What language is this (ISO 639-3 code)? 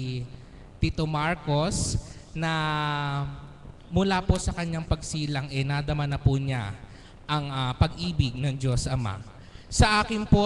fil